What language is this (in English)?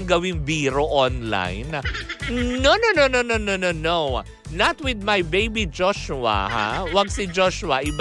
Filipino